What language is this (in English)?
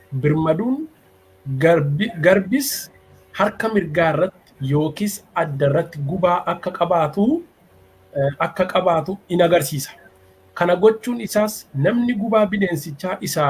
Oromo